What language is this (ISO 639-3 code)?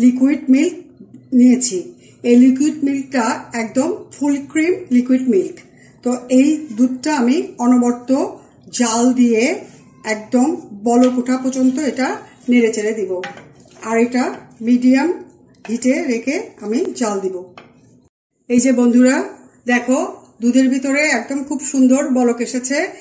ben